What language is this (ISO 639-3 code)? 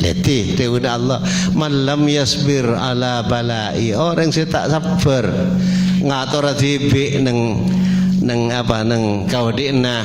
mad